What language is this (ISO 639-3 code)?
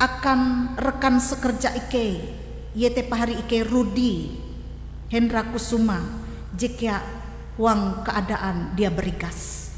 nij